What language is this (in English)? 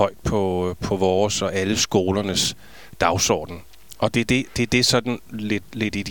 Danish